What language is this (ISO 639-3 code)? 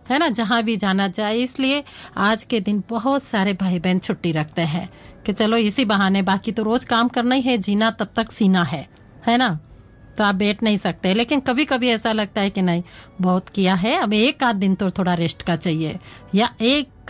hin